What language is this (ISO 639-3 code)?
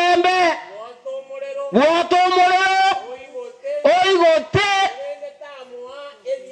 guz